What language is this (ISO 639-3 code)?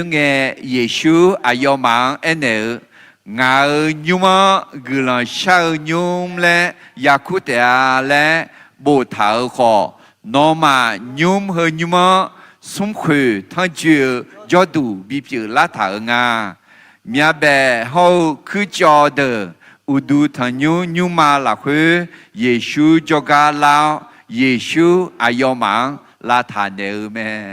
ahk